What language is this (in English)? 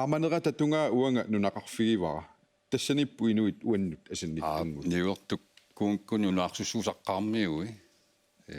Kalaallisut